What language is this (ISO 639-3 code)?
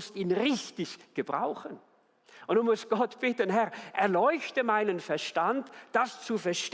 gsw